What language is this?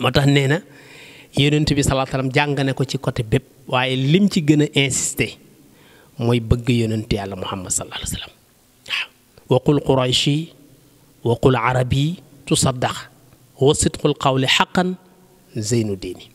Wolof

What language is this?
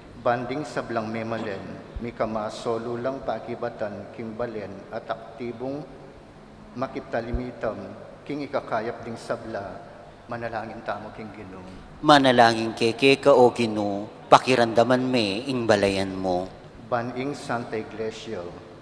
Pampanga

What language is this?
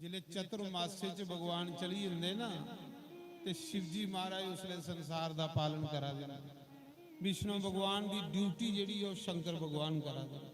Dogri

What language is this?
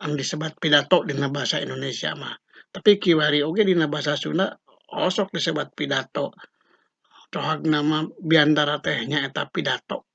Sundanese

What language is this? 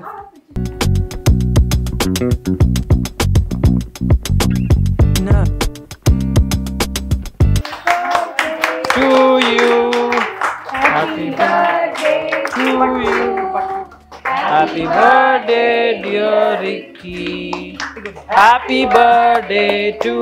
Telugu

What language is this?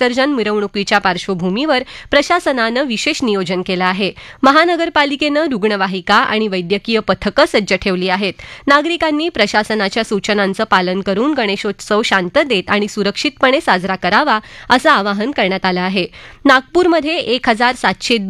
Marathi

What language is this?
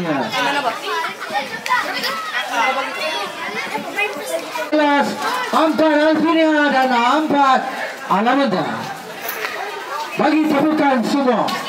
Malay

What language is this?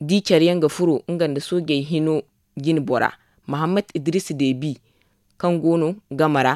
Zarma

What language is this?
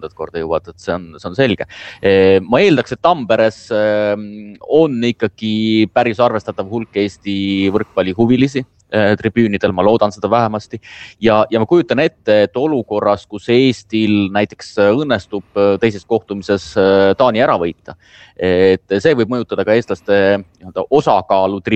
Estonian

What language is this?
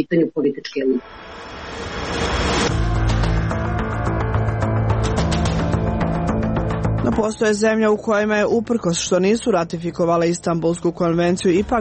Serbian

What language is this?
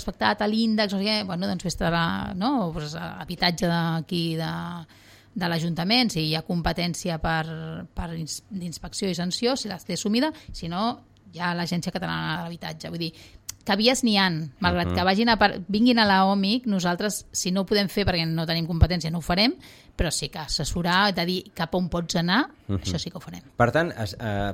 Catalan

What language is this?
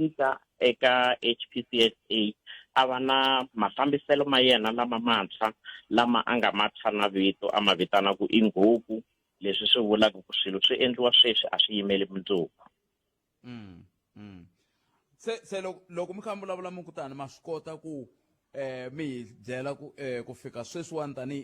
Tsonga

